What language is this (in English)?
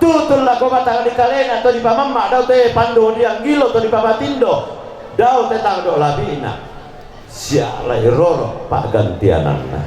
Toraja-Sa'dan